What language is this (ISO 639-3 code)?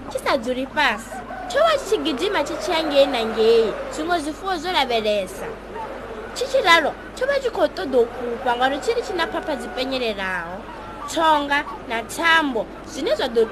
ven